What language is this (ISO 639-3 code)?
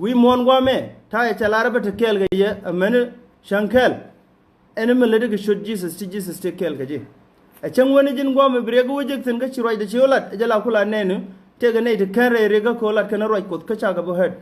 nus